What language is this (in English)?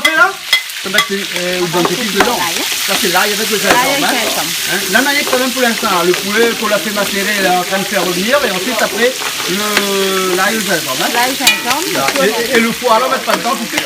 Réunion Creole French